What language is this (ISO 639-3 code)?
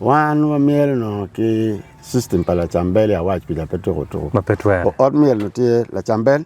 ach